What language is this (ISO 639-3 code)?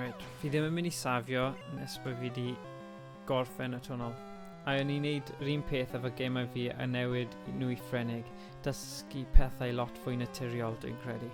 cym